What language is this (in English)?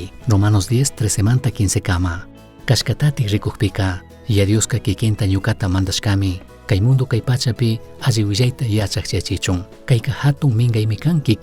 Chimborazo Highland Quichua